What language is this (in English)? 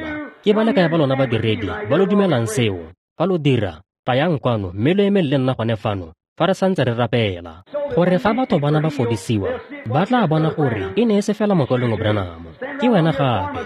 Tswana